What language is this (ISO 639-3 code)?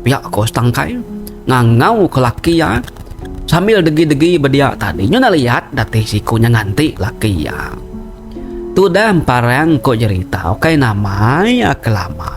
iba